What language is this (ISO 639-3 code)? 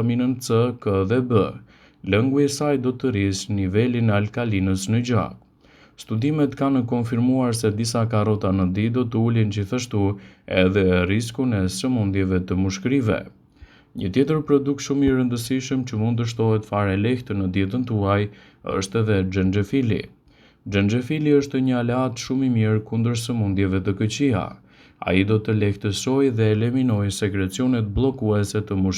sqi